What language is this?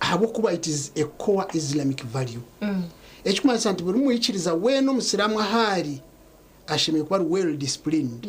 Nyankole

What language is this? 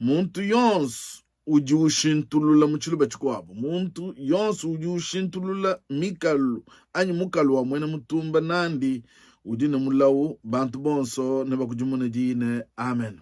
Luba-Lulua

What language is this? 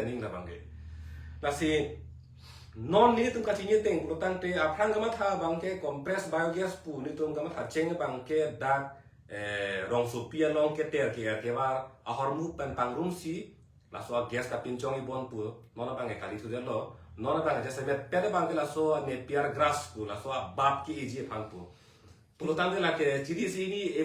Karbi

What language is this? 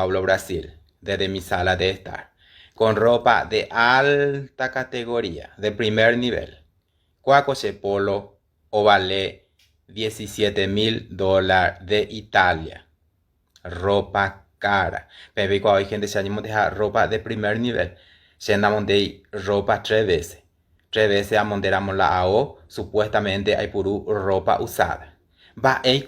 Guarani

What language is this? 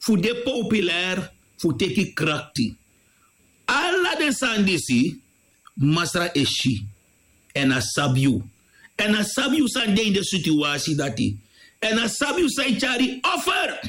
Sranan Tongo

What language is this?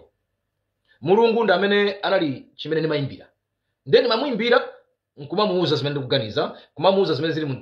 Nyanja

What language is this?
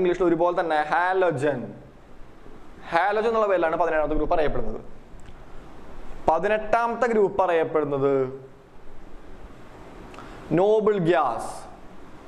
Malayalam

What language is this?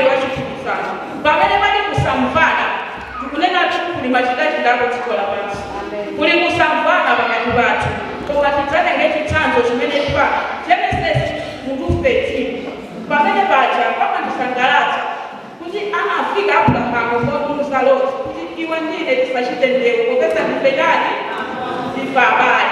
Nyanja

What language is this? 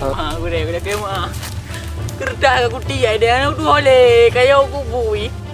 Achinese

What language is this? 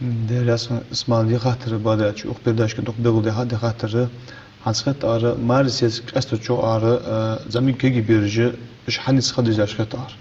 Ingush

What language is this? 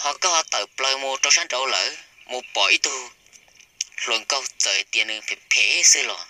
Hmong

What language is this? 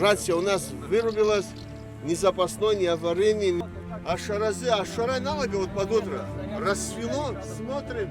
Abkhazian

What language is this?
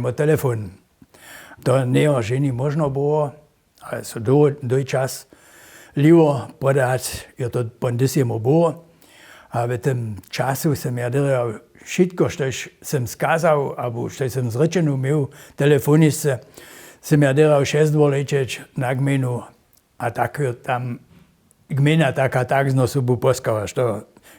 Upper Sorbian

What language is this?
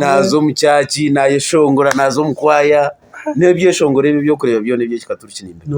Nyankole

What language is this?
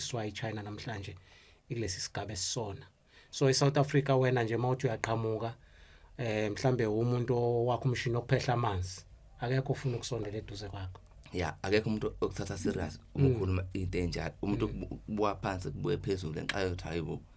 Zulu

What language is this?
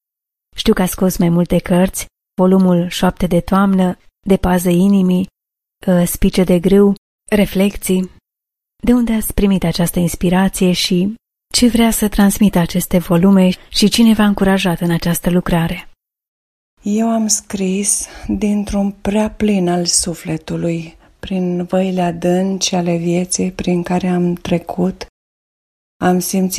Romanian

